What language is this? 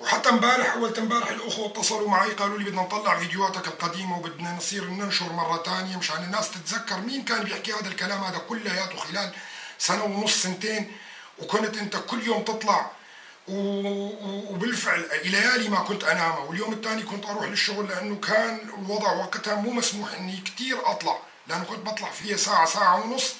North Levantine Arabic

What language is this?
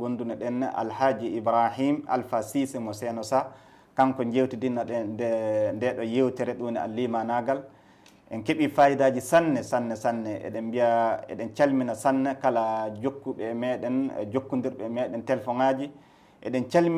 Fula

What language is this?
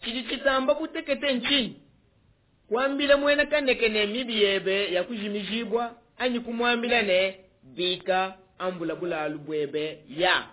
Luba-Lulua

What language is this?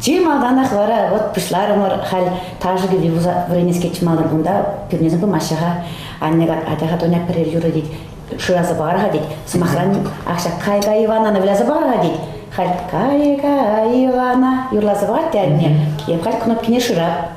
Chuvash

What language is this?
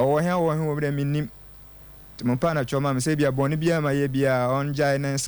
Akan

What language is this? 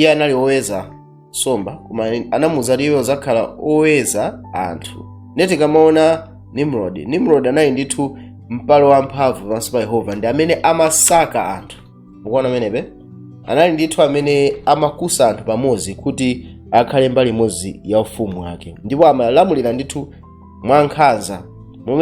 Nyanja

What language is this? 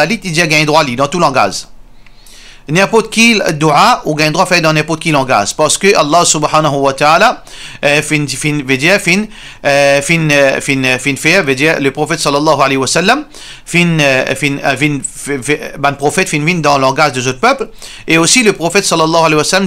Morisyen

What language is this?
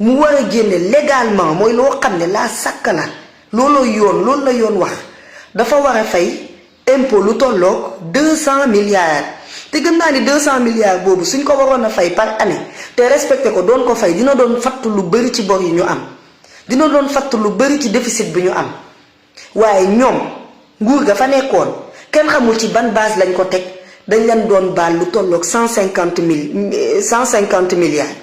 Wolof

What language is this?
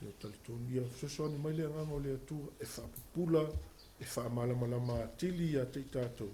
Samoan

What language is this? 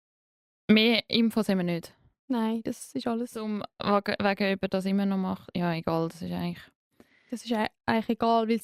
Swiss German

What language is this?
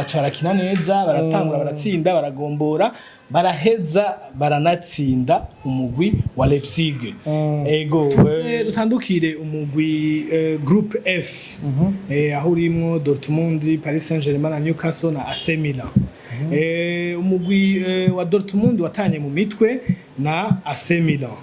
Rundi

